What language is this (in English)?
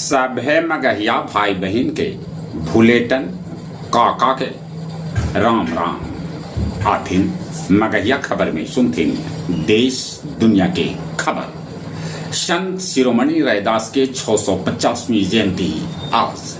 Magahi